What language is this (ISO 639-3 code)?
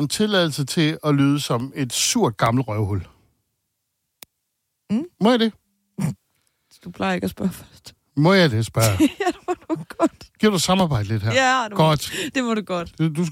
dan